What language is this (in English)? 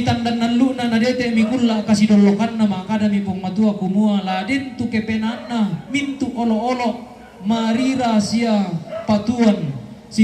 Toraja-Sa'dan